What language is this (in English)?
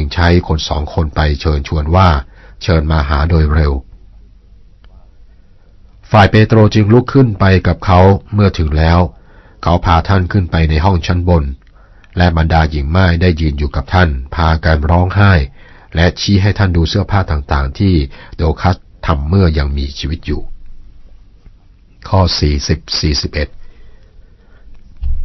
Thai